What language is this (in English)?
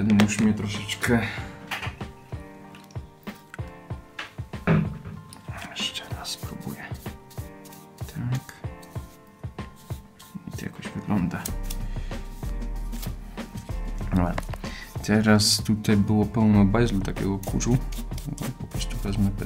Polish